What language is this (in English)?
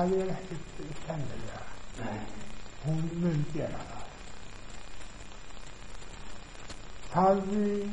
Icelandic